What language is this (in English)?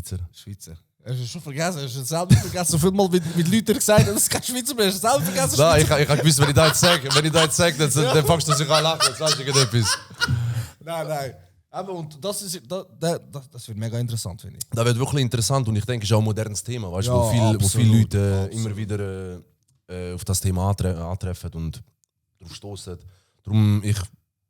Swiss German